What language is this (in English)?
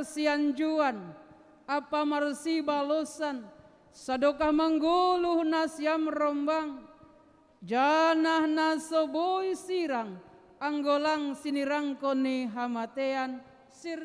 Batak Simalungun